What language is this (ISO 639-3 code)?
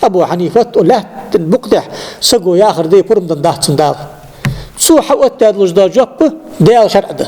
inh